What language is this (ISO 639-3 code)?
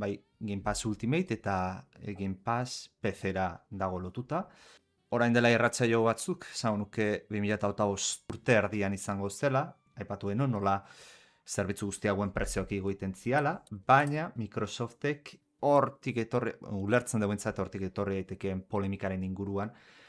eus